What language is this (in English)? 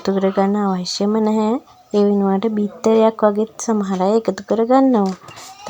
Sinhala